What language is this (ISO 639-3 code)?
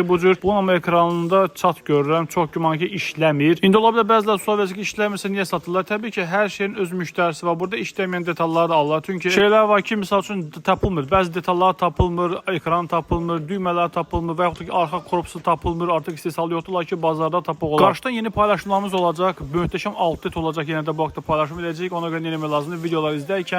aze